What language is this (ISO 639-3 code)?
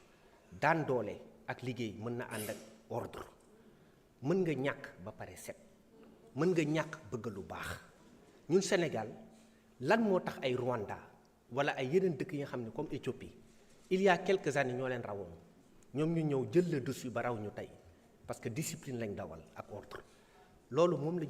wol